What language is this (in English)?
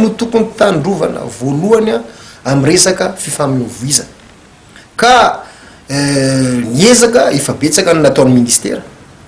Malagasy